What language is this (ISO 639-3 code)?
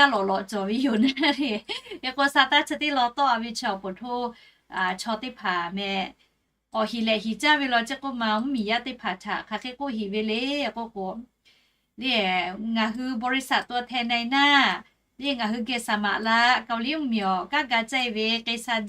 lhu